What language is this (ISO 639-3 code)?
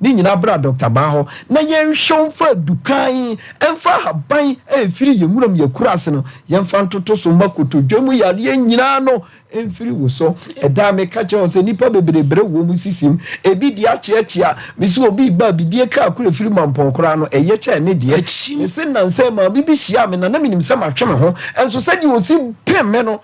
aka